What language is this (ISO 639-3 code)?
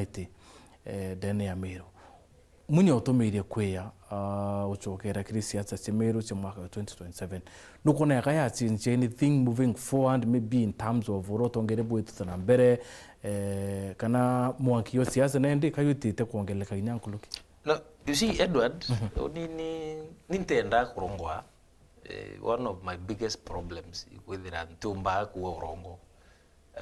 mer